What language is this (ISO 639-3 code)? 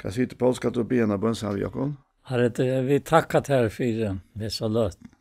fao